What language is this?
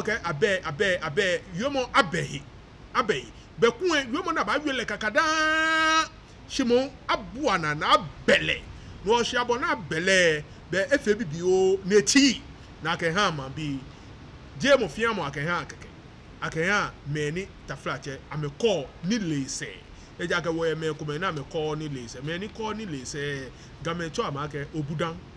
Ga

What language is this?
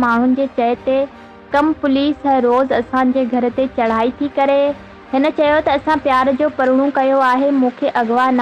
Sindhi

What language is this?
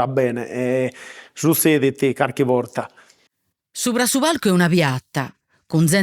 Sardinian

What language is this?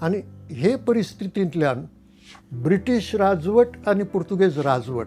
Konkani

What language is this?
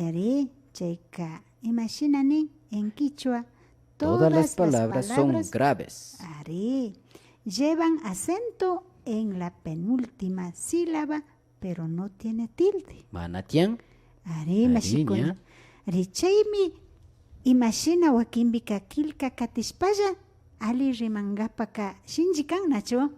Imbabura Highland Quichua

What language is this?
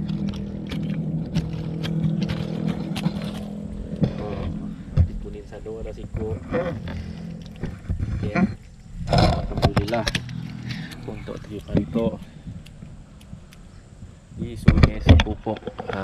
Malay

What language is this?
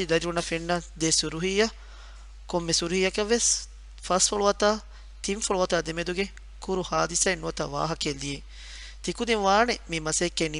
Divehi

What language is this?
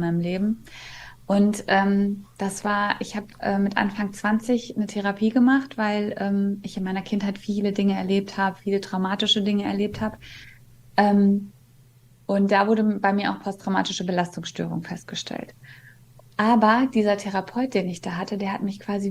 German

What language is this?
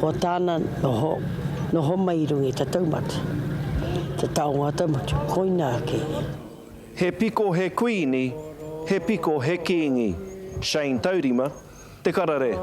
Māori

